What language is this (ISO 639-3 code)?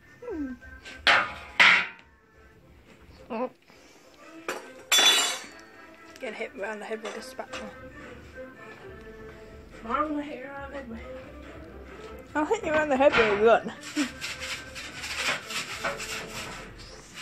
eng